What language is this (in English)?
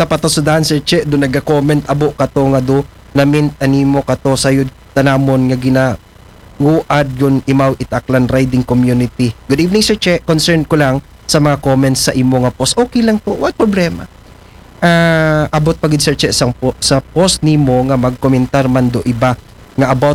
Aklanon